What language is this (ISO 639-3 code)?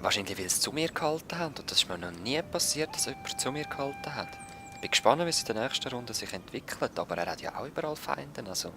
gsw